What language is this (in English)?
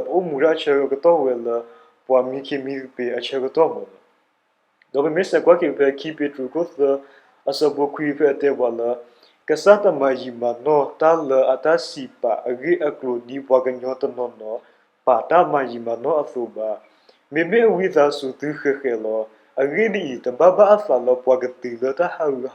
S'gaw Karen